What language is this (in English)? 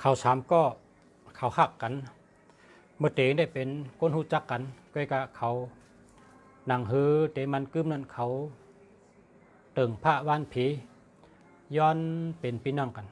Shan